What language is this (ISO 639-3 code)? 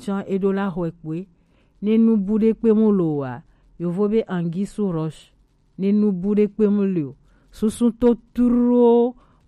gej